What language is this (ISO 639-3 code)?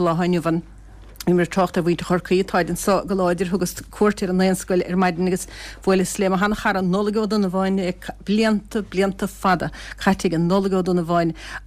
gle